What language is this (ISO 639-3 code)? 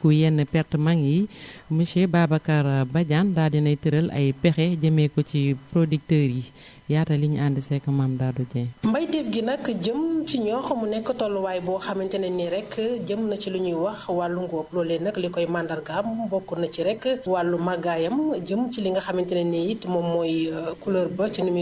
wol